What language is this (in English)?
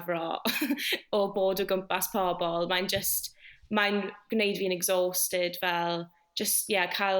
Welsh